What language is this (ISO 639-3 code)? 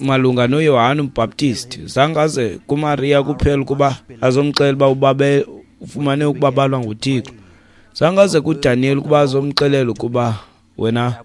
xho